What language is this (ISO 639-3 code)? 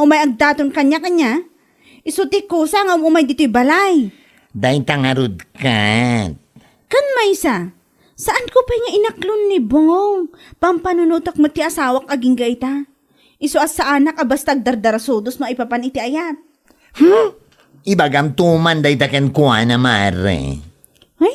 ilo